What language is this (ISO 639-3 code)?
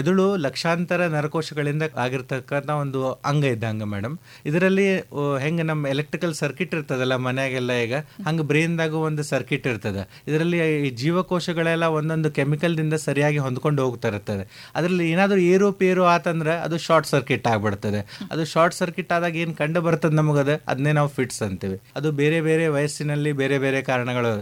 kan